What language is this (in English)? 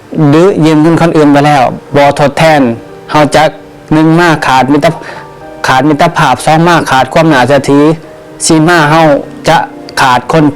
Lao